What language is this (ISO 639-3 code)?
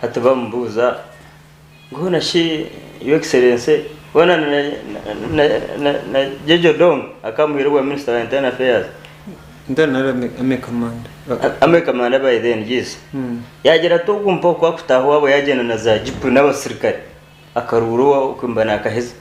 nyn